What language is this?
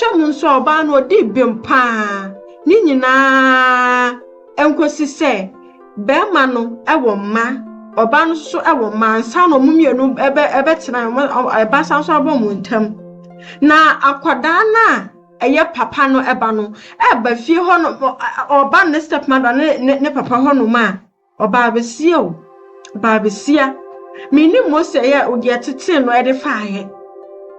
Akan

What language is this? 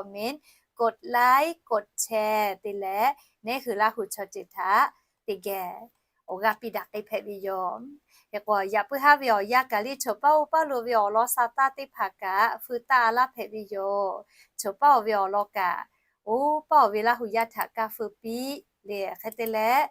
Lahu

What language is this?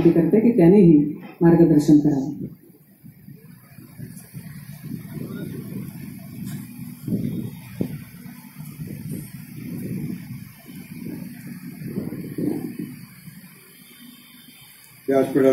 Marathi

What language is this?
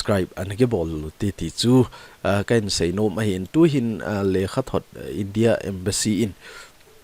Thado Chin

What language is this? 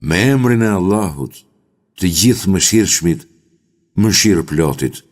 Albanian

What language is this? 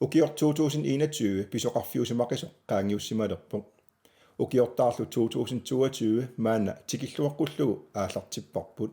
Kalaallisut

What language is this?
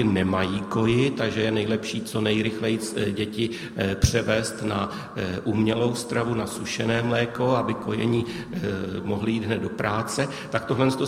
Czech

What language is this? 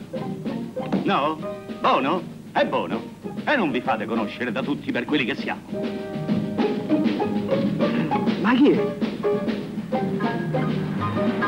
Italian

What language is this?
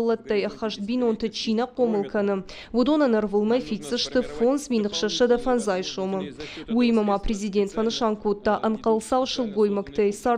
Ossetic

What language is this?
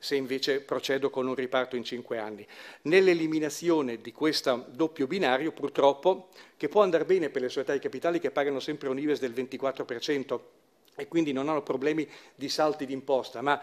Italian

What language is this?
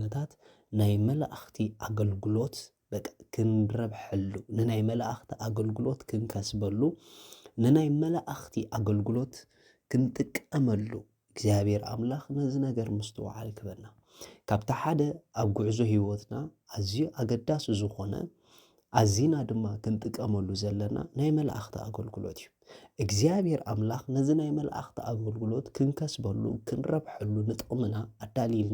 Tigrinya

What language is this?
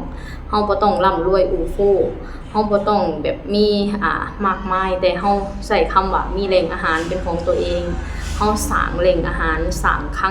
Lao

